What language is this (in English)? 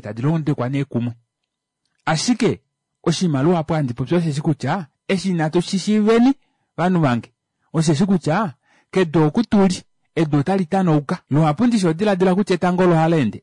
Kuanyama